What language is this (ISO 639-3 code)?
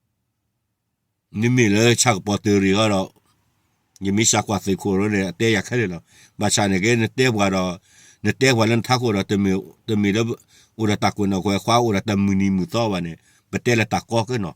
ksw